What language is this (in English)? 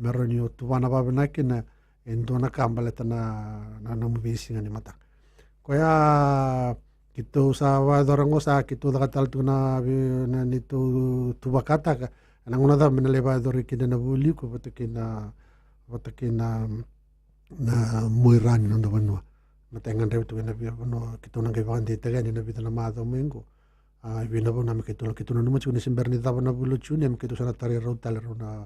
Fijian